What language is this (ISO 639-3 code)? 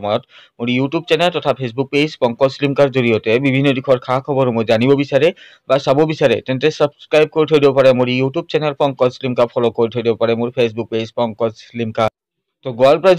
asm